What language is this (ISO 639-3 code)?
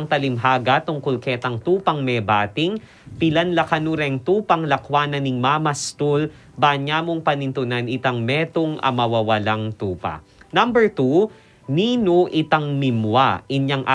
pam